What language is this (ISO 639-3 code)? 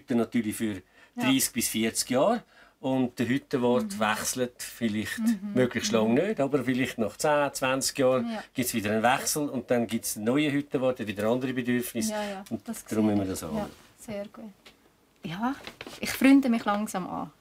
gsw